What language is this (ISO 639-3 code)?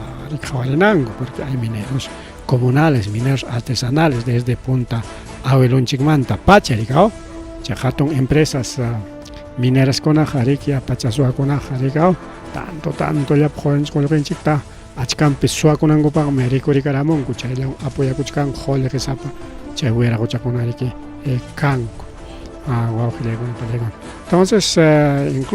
quy